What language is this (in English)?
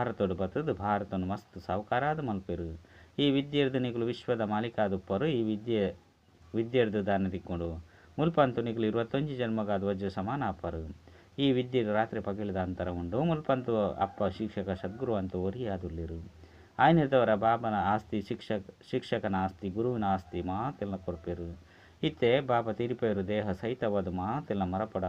Tulu